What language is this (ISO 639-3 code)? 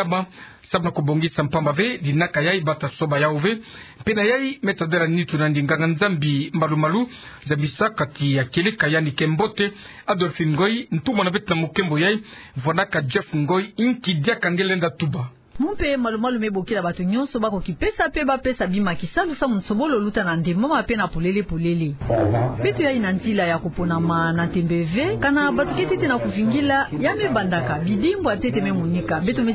ktu